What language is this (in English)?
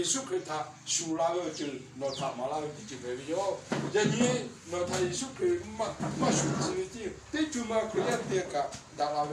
Lahu